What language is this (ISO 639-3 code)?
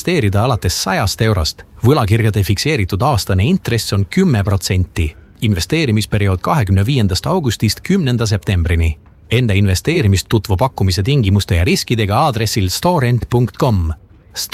est